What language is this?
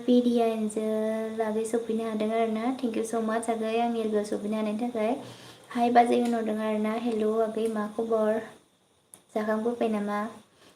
Bodo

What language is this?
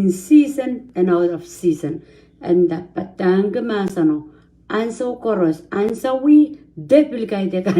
Pohnpeian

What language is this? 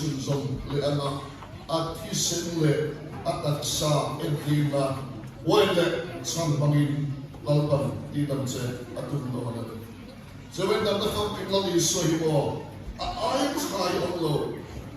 Mizo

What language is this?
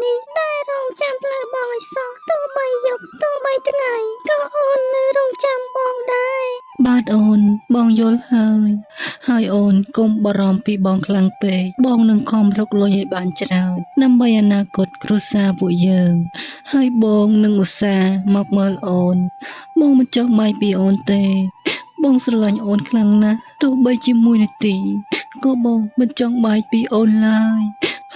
Khmer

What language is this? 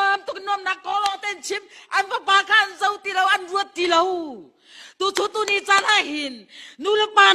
Hakha Chin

